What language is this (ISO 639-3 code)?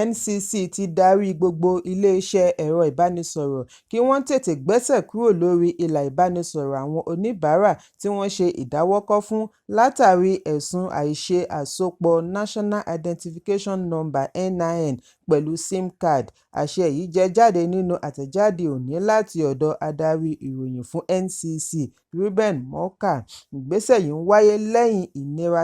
yor